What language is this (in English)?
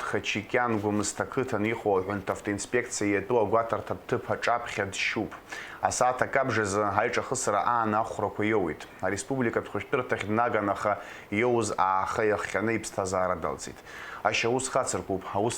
Abkhazian